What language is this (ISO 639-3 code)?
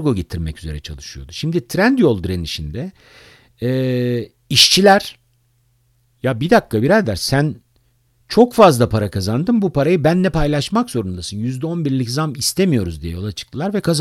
tur